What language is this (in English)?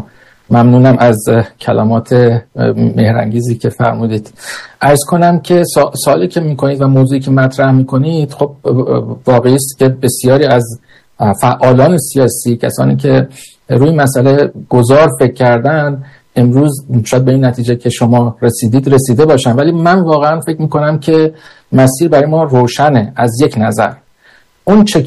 Persian